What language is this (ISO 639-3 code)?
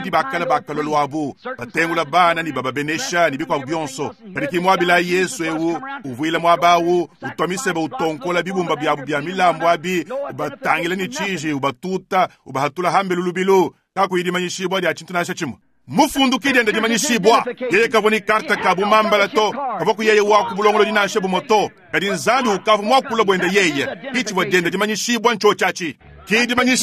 lua